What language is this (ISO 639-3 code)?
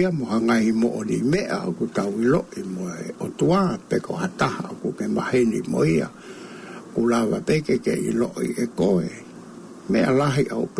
ton